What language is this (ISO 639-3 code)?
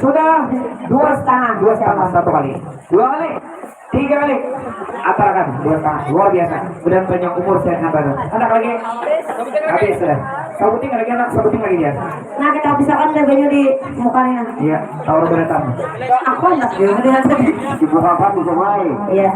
bjn